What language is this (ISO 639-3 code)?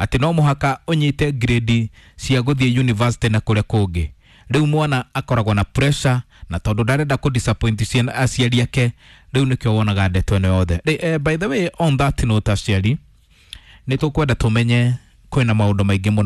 kik